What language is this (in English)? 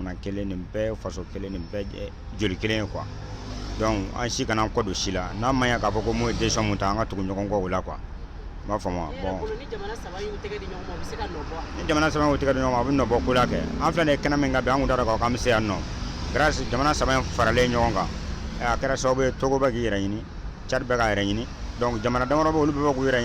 Bambara